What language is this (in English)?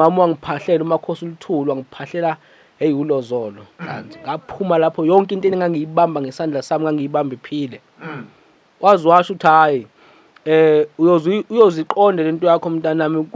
Zulu